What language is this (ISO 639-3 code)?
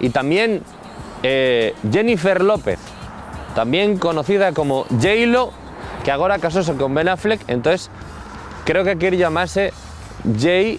ast